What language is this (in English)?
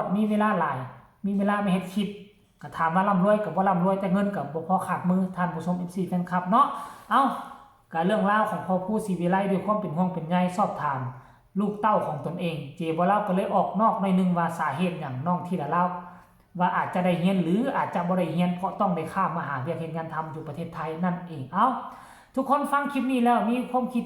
Northeastern Thai